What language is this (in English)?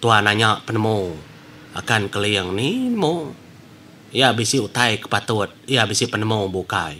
Iban